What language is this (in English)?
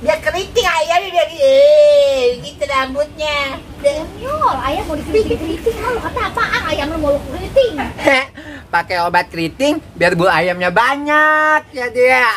Betawi